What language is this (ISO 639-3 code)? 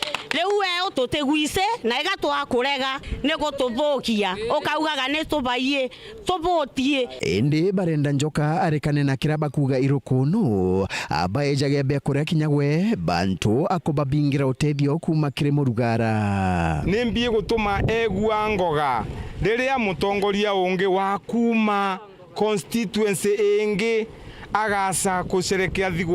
mer